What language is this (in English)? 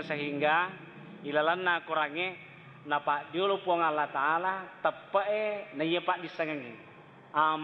Buginese